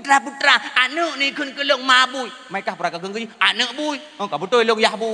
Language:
Achinese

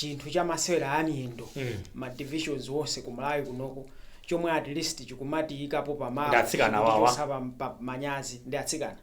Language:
Nyanja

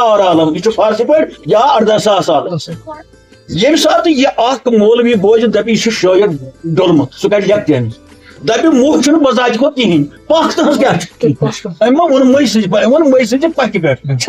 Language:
Kashmiri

